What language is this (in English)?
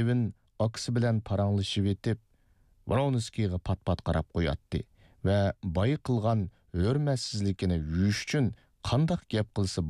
Uyghur